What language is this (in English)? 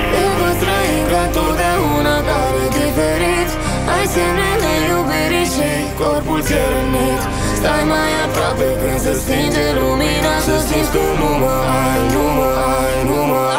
Romanian